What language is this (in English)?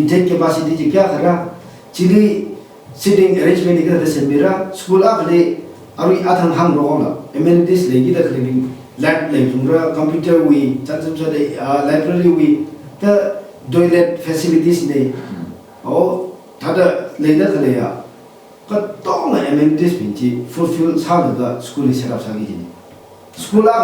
Tangkhul Naga (India)